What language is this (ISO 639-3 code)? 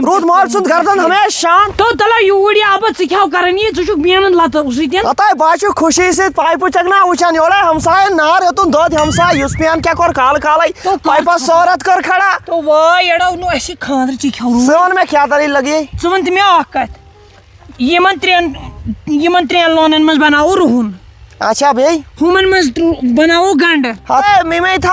kas